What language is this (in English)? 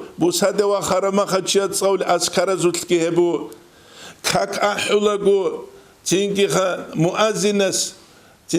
Avaric